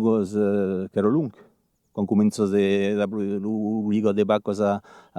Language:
Occitan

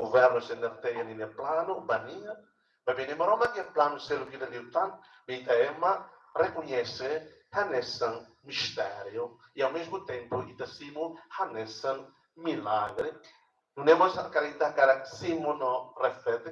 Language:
Tetum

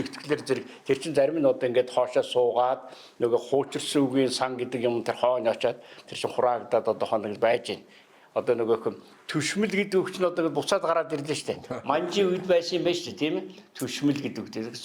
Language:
Mongolian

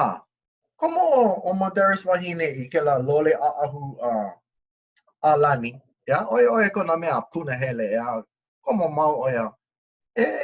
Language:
Hawaiian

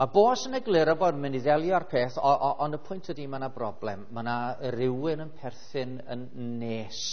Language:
Welsh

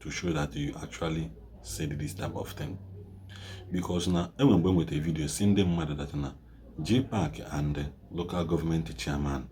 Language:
Igbo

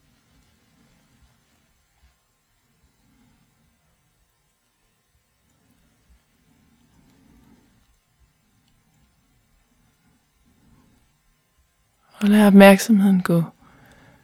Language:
Danish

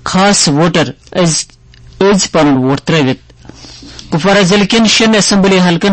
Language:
Kashmiri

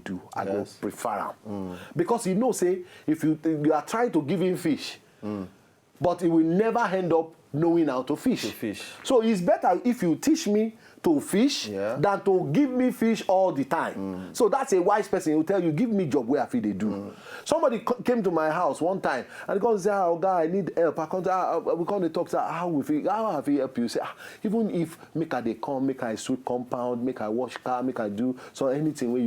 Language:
Nigerian Pidgin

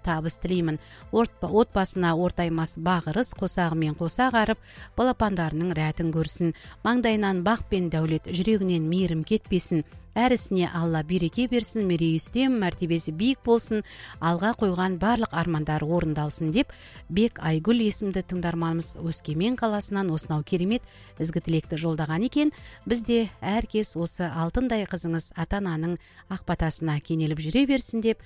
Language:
Kazakh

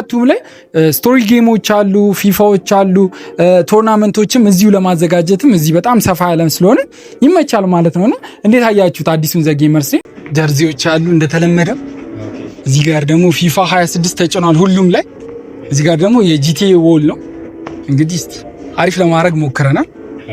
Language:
Amharic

